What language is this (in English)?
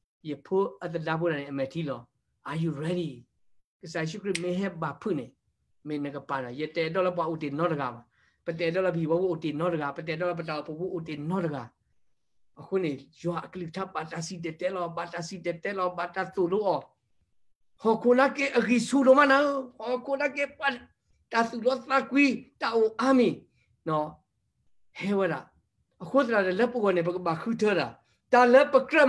S'gaw Karen